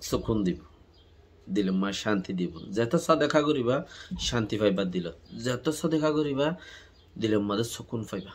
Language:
Rohingya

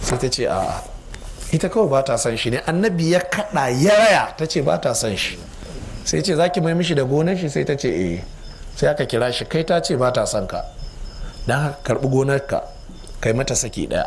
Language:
Hausa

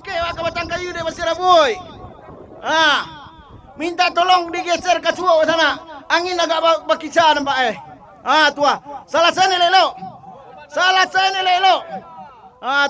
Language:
Minangkabau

